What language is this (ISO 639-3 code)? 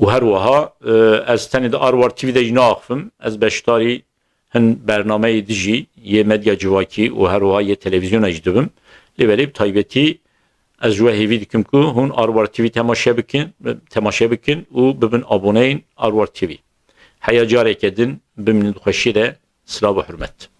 kur